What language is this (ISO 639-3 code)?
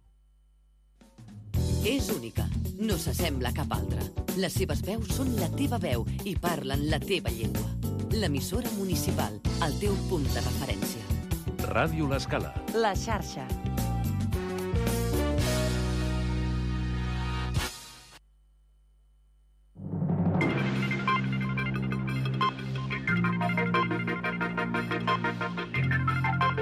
cat